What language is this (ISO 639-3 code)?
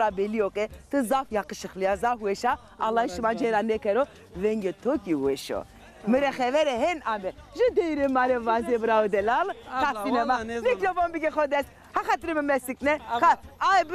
zza